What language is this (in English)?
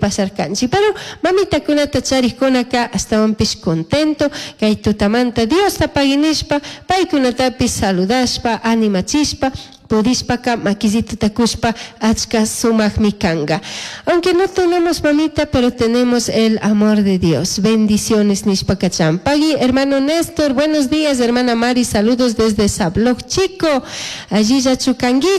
Chimborazo Highland Quichua